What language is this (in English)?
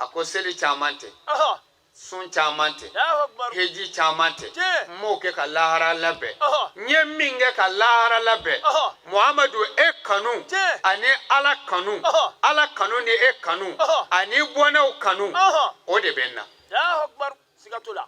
Bambara